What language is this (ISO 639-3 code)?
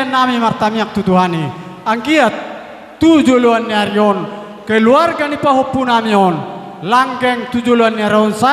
bbc